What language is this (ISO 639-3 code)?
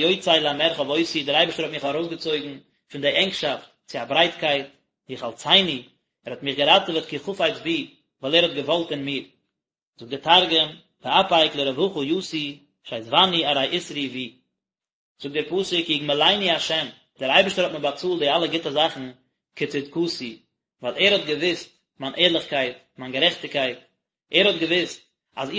yid